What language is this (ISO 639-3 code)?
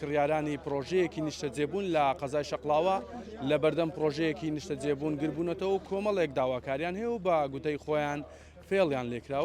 ckb